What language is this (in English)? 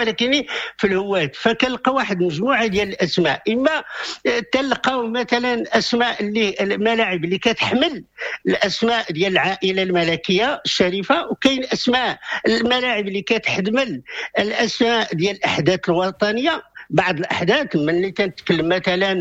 Moroccan Arabic